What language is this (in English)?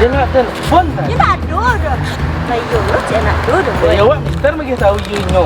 Minangkabau